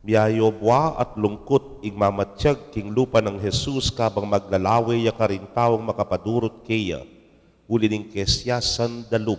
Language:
Pampanga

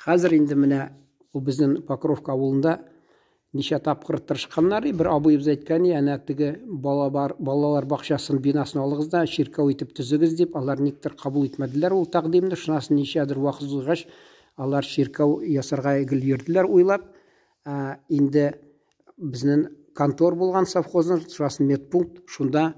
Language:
Tatar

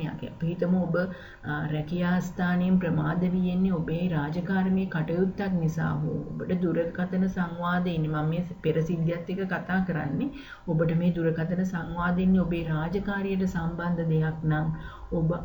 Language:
Sinhala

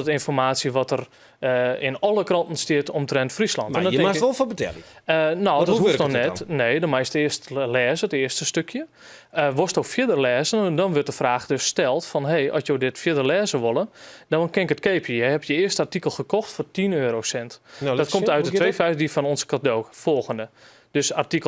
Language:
Western Frisian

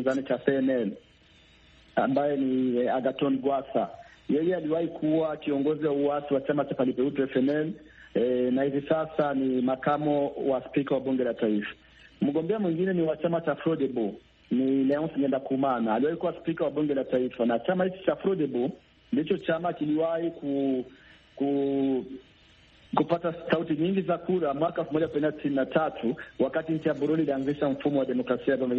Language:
Swahili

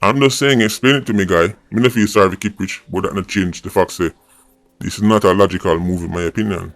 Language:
Jamaican Creole English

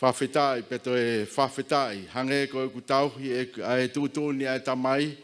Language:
Tongan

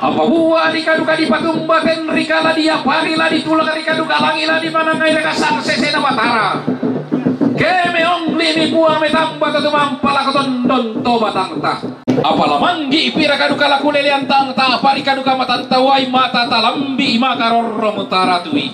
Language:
Toraja-Sa'dan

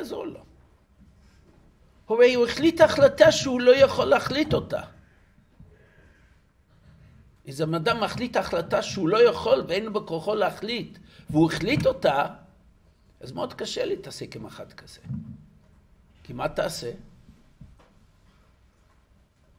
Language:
Hebrew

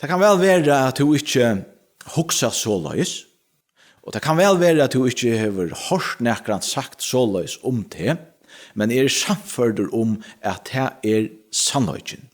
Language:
Faroese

